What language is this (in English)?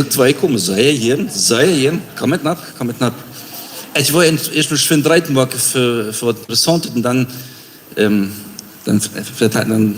Plautdietsch